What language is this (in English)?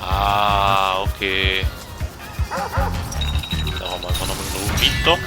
Swiss German